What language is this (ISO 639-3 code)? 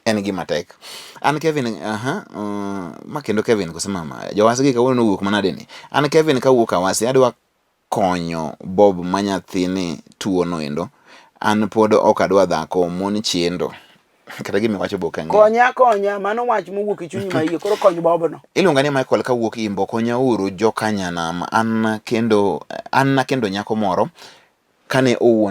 luo